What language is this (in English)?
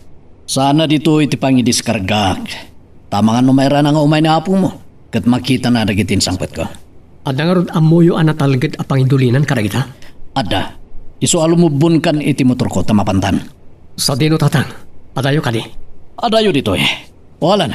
Iloko